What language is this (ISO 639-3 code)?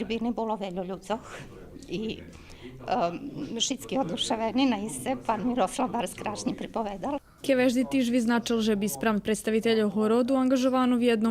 rue